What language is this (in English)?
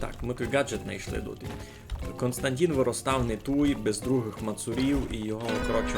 Rusyn